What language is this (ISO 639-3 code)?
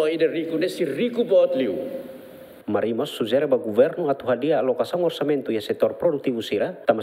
tet